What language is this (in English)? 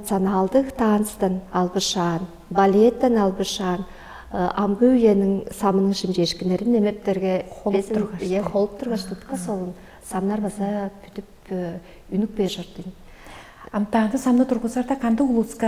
Tuvinian